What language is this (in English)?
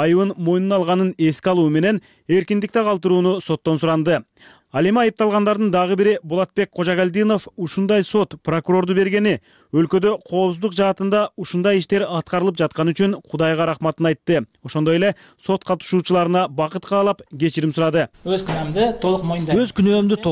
Kyrgyz